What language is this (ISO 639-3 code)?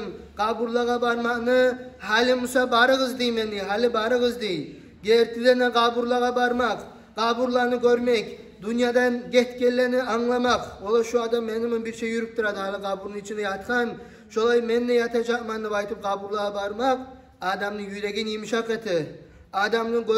kum